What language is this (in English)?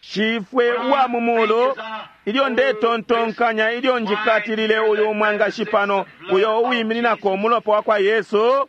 Bemba